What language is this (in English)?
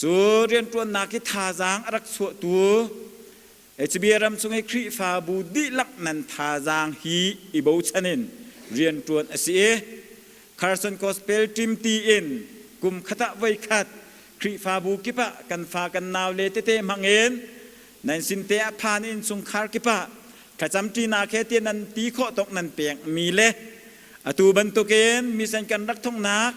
Hakha Chin